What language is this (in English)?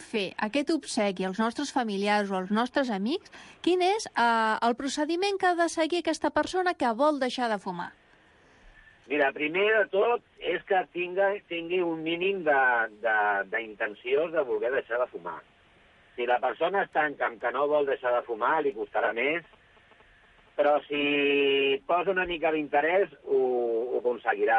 Catalan